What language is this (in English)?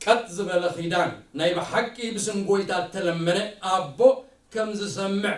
Tigrinya